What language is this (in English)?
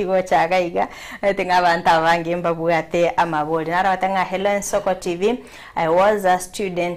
Gusii